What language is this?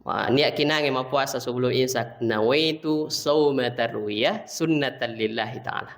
Buginese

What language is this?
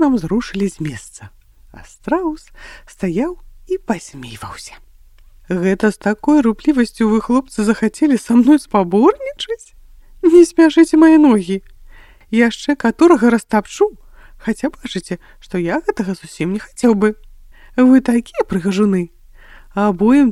Belarusian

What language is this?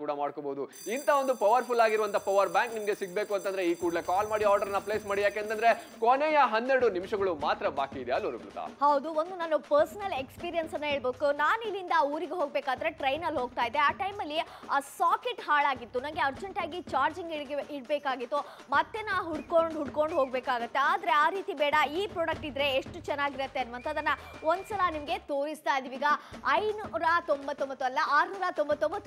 Kannada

